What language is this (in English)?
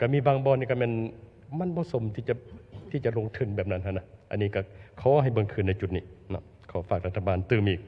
Lao